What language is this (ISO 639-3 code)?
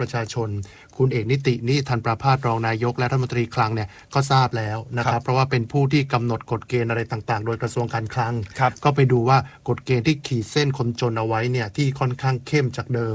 tha